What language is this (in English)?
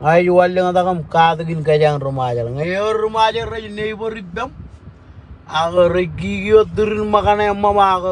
Marshallese